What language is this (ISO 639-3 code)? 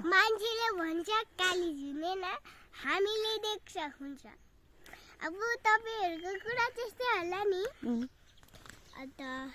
nep